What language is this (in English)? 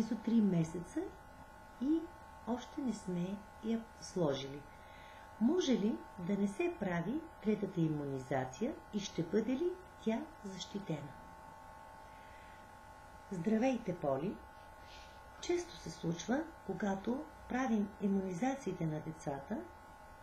Bulgarian